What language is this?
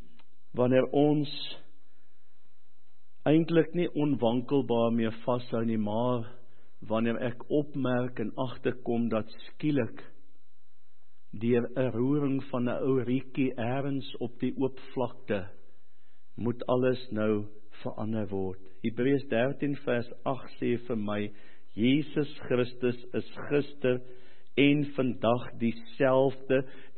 Afrikaans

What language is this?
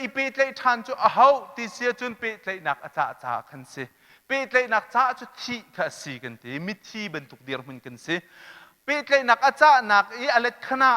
Hakha Chin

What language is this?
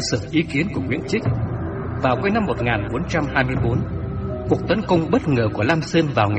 Vietnamese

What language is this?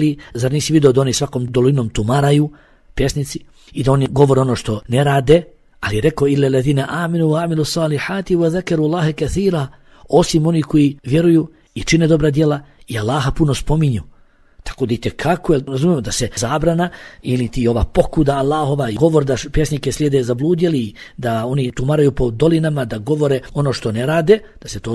Bosnian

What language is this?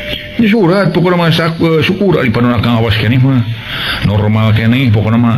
Sundanese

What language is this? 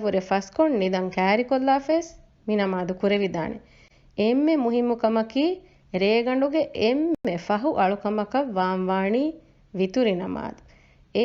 Divehi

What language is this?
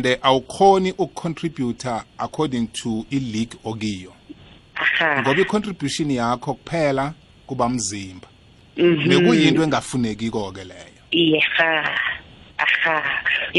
South Ndebele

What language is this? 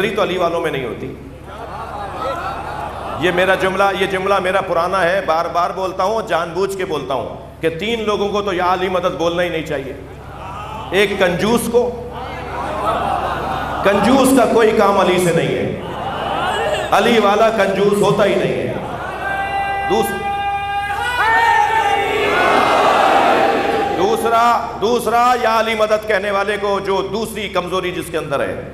Urdu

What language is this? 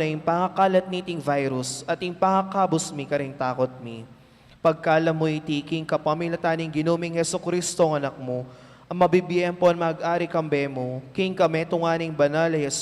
Pampanga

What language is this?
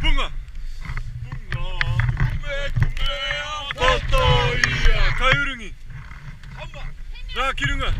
Māori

